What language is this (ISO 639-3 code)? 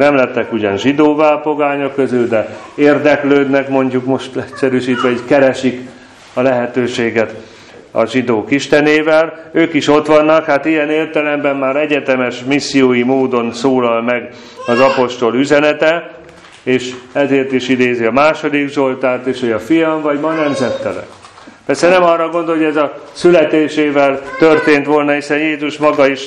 hun